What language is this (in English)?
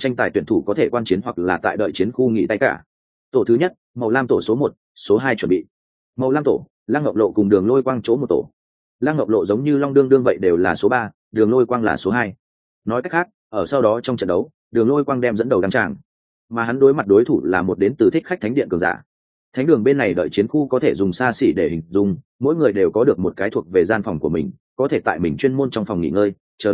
Vietnamese